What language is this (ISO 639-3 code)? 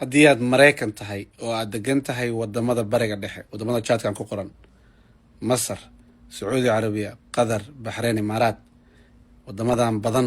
som